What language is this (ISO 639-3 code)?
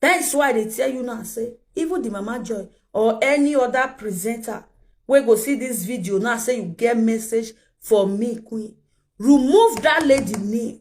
pcm